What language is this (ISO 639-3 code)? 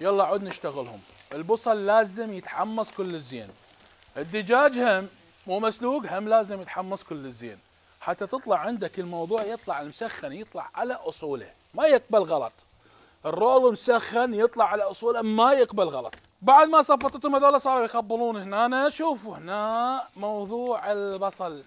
acm